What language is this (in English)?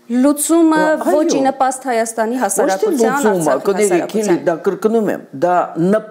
Armenian